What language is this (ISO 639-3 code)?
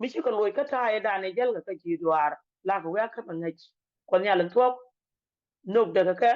nus